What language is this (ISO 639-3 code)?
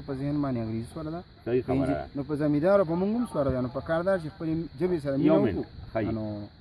pus